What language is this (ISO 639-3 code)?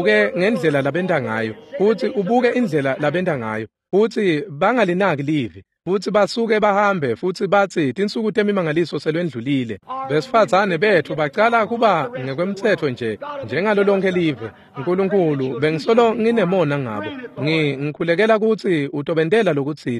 ssw